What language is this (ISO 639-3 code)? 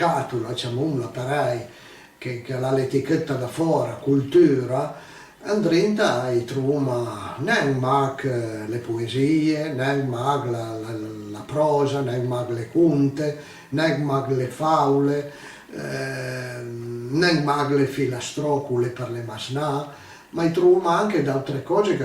pms